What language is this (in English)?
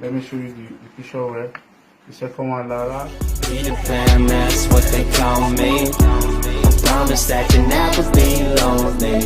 Nigerian Pidgin